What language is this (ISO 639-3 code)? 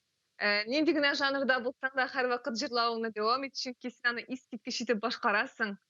tat